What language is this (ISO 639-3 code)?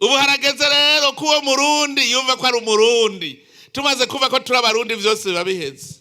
run